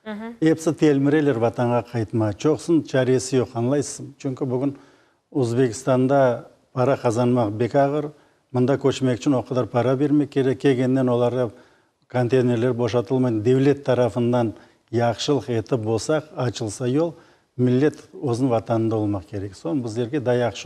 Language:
Crimean Tatar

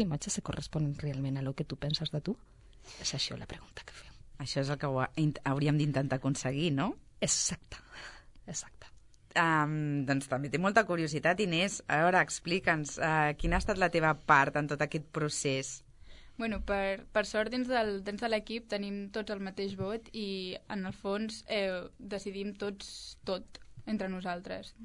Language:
Catalan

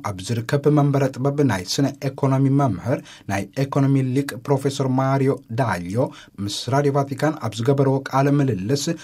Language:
Tigrinya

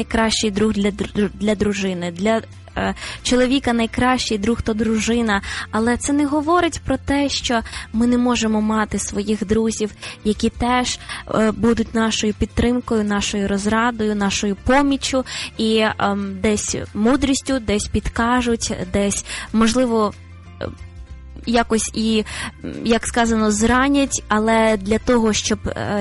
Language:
Ukrainian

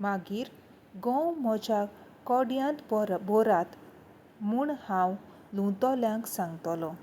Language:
Konkani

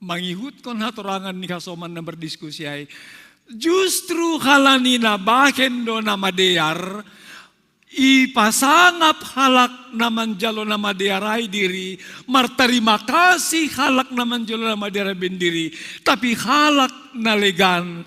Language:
Batak Simalungun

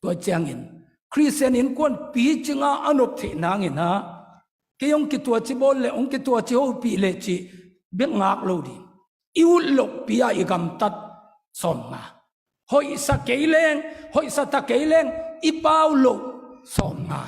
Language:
Tedim Chin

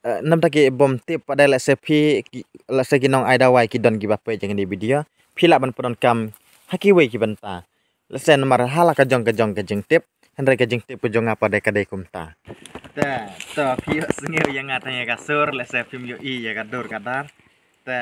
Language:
Khasi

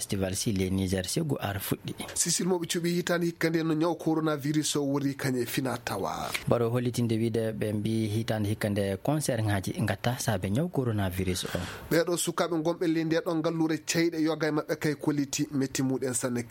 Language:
Fula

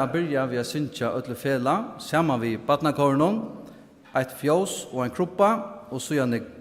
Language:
Faroese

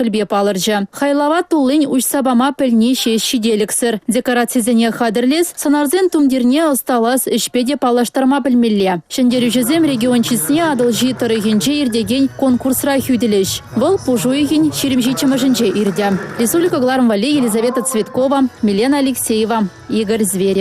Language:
Chuvash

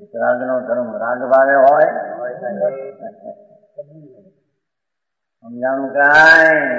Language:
Gujarati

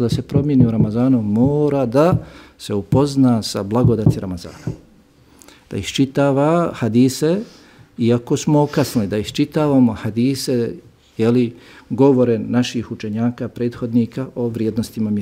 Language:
Bosnian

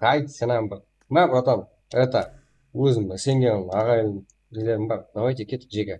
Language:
Kara-Kalpak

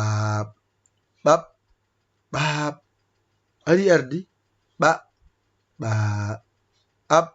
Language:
Fula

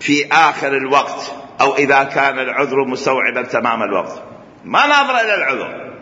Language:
Mesopotamian Arabic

